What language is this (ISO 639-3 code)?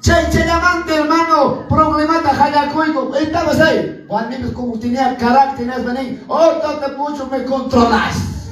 que